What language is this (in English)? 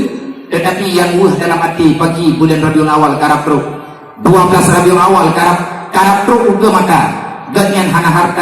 Achinese